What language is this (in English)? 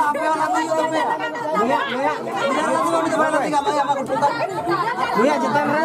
Santali